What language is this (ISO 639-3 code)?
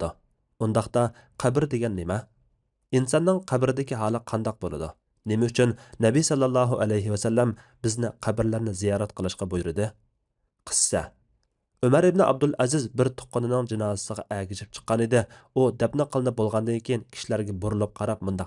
uig